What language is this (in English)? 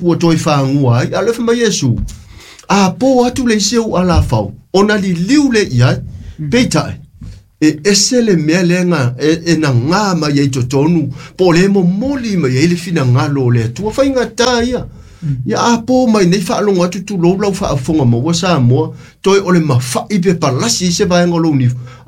Samoan